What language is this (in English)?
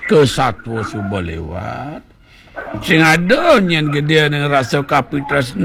Balinese